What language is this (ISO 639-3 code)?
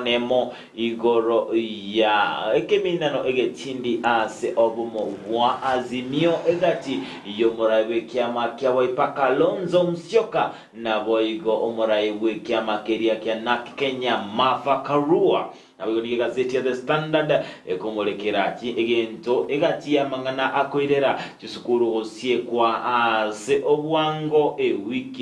guz